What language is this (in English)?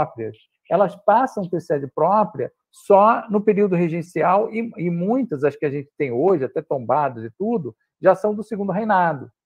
Portuguese